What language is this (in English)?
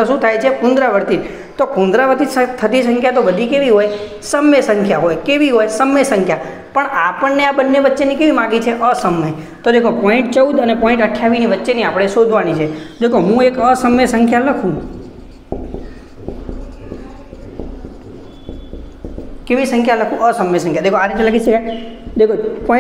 Gujarati